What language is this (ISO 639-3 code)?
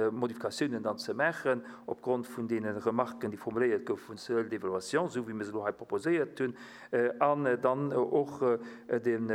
ltz